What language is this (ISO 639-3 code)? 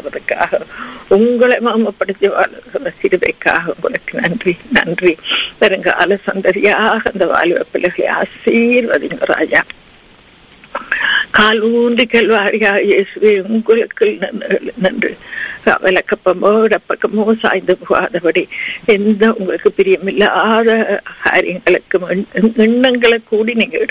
tam